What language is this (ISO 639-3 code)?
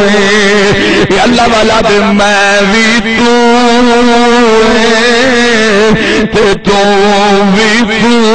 skr